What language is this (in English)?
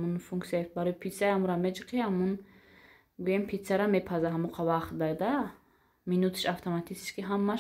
Tajik